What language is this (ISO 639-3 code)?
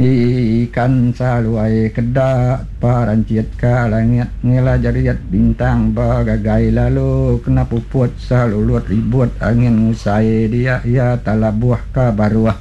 iba